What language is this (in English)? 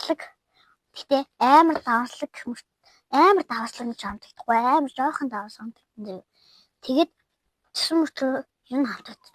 Mongolian